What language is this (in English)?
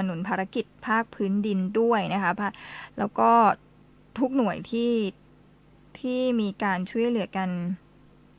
Thai